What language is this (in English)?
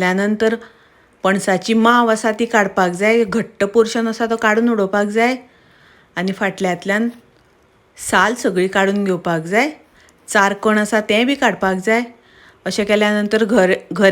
Konkani